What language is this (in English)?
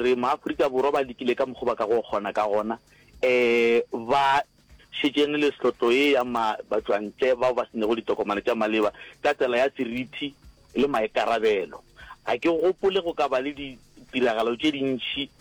Northern Sotho